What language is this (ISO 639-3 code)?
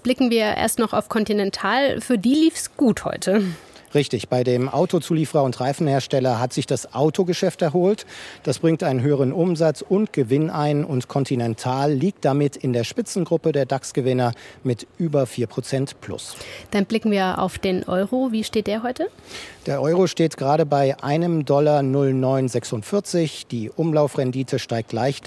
deu